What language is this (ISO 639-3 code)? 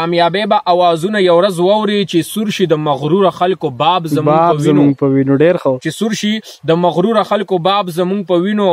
pus